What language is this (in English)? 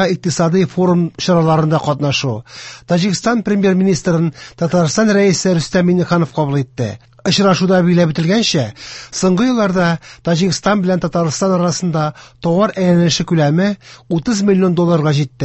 Tatar